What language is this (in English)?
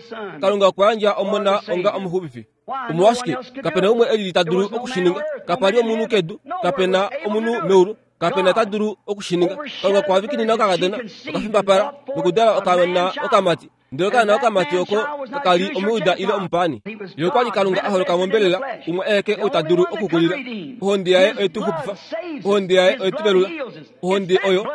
Kuanyama